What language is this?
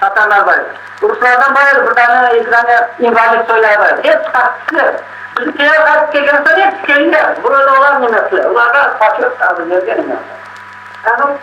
Crimean Tatar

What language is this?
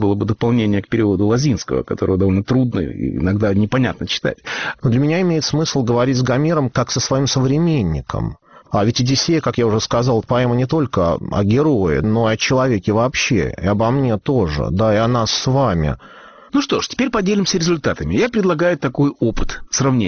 Russian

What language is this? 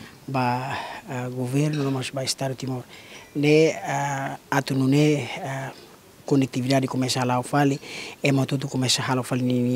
Tetum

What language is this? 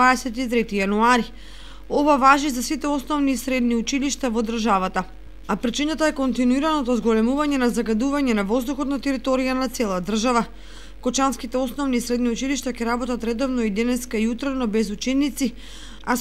Macedonian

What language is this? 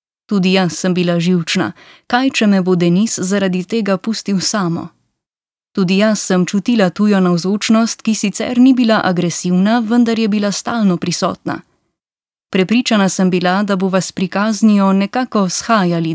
Slovenian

